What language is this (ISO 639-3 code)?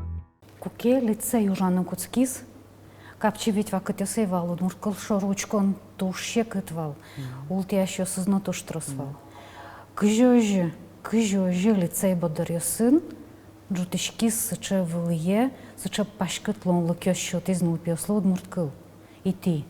udm